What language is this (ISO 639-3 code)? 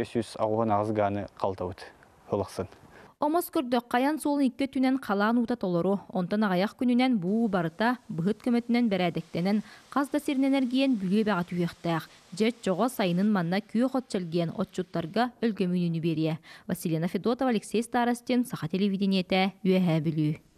sah